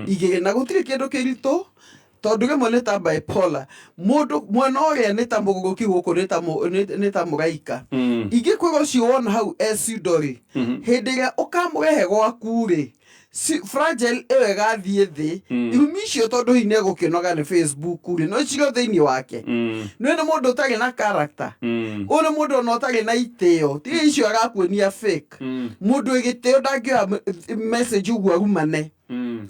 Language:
Kikuyu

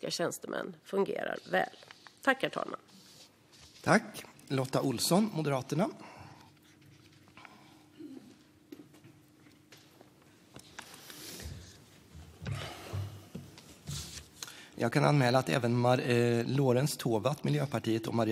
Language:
Swedish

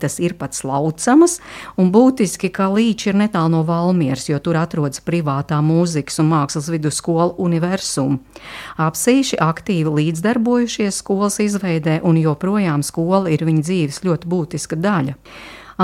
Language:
Latvian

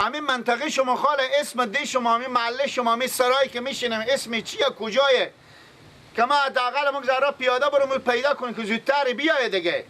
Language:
Persian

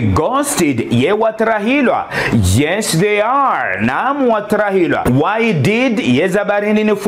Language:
Ngazidja Comorian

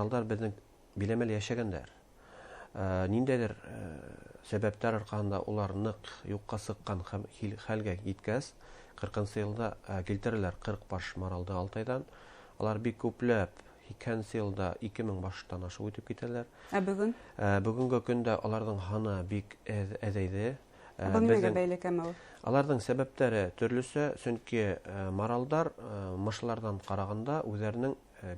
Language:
Bashkir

